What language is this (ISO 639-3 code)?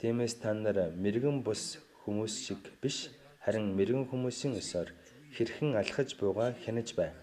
mon